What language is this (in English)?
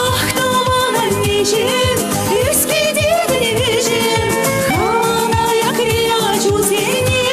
Chuvash